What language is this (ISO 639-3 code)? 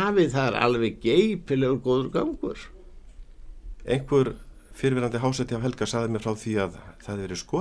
isl